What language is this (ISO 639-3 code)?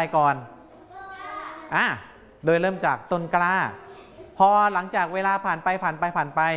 tha